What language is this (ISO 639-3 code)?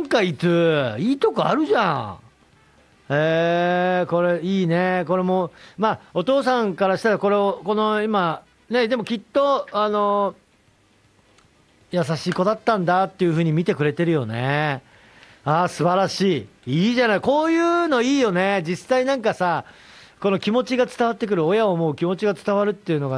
jpn